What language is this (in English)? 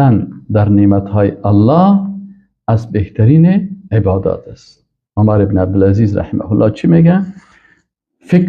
Persian